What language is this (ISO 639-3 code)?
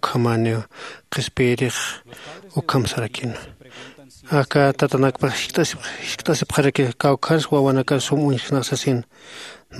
aym